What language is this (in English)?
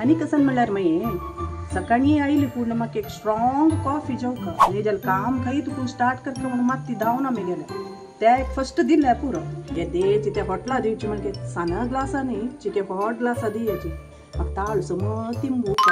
Konkani